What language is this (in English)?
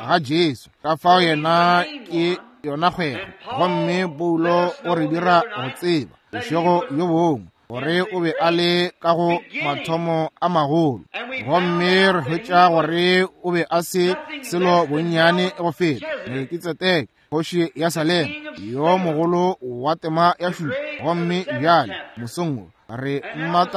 Northern Sotho